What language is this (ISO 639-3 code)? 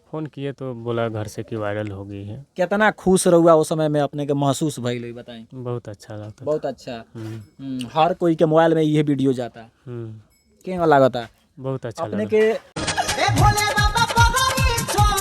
bho